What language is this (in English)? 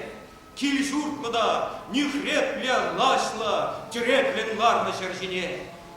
Chuvash